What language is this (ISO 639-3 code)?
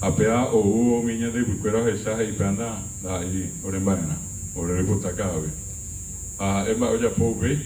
grn